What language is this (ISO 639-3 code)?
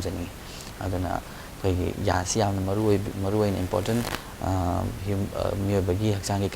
mni